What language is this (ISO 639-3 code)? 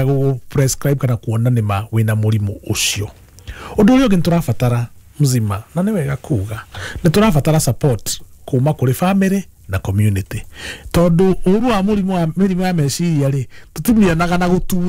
kik